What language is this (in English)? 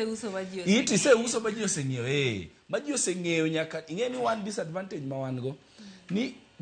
Luo (Kenya and Tanzania)